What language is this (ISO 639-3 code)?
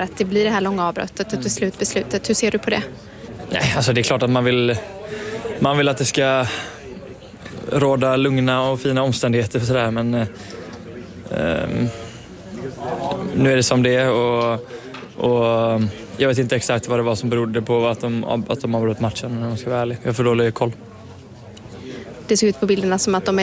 swe